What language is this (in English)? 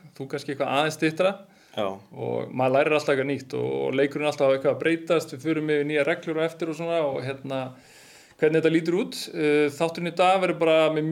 Icelandic